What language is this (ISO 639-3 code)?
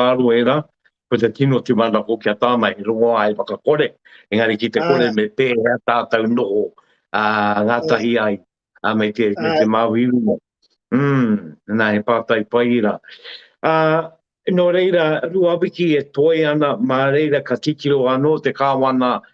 mri